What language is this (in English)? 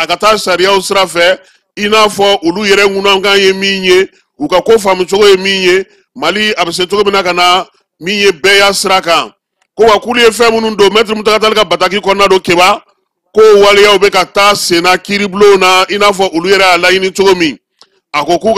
Bambara